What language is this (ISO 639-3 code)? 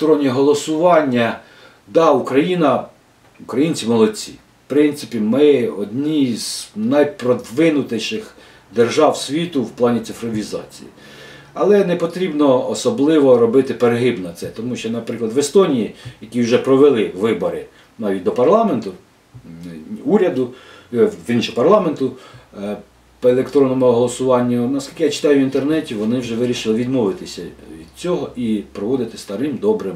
ukr